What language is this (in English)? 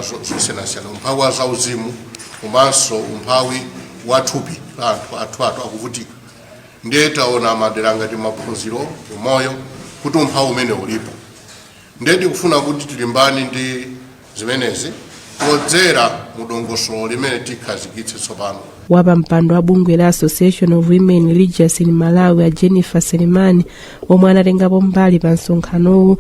Nyanja